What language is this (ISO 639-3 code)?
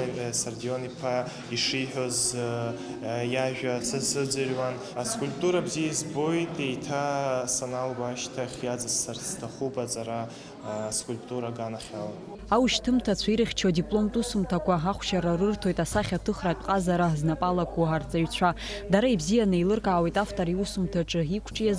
abk